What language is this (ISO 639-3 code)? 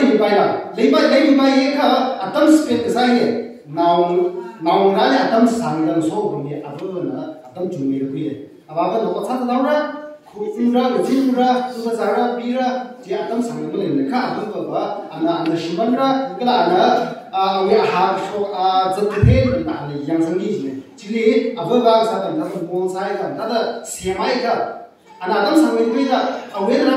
nmf